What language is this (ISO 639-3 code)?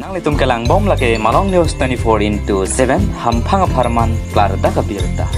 mjw